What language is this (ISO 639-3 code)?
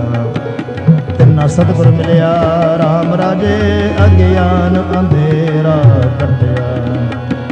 pan